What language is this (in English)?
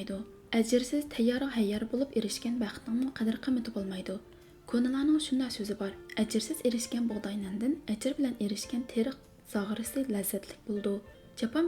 Uyghur